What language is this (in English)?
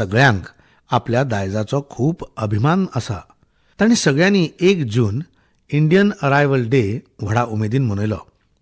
Konkani